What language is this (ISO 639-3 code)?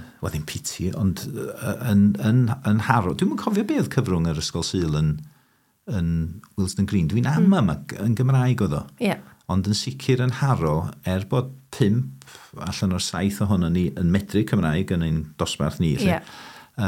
cym